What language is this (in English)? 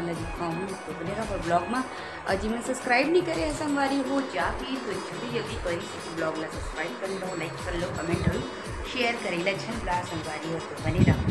Chhattisgarhi